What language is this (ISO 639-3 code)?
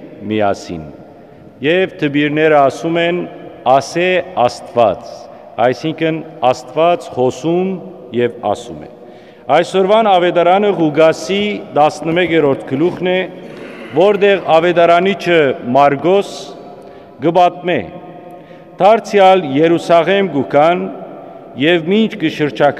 hyw